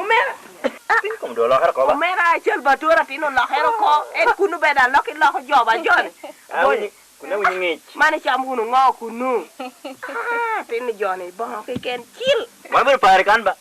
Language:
Lango (Uganda)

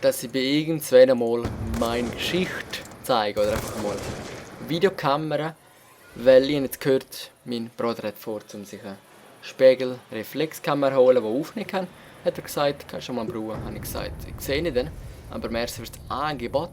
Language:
Swiss German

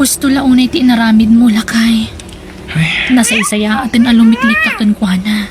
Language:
Iloko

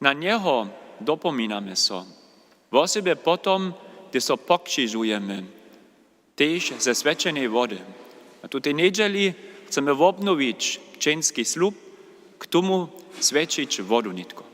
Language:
Upper Sorbian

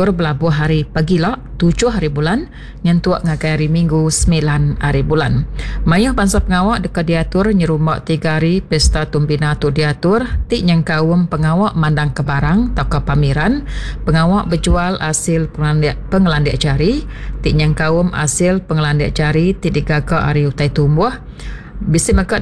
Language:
Iban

